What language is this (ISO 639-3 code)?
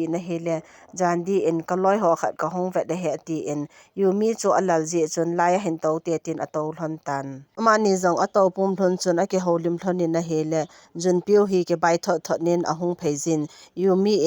tcz